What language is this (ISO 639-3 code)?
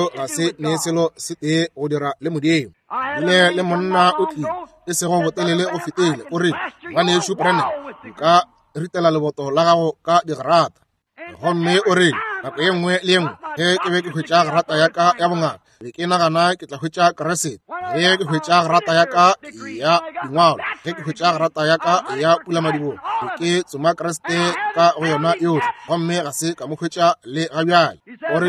nso